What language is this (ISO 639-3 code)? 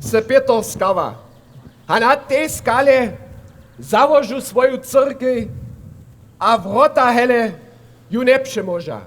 hsb